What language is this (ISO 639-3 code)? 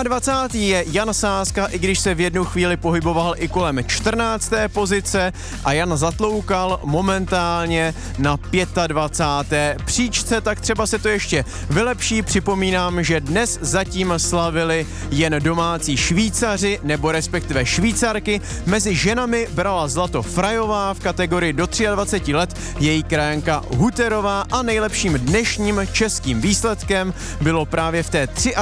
ces